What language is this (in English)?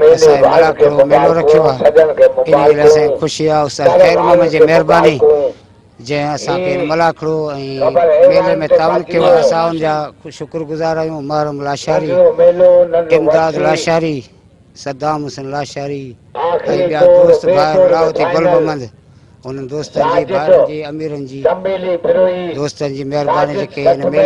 Sindhi